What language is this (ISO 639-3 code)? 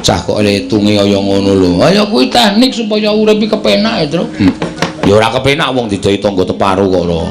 jav